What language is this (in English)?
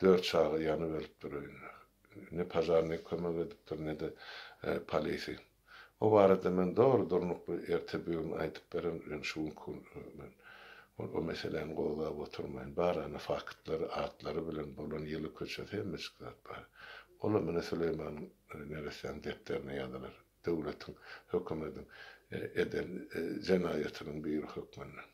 Turkmen